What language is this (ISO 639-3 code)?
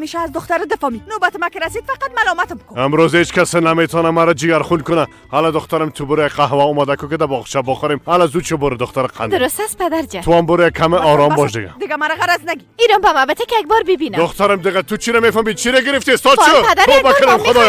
fas